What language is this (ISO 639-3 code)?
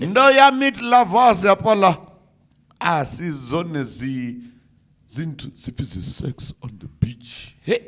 ven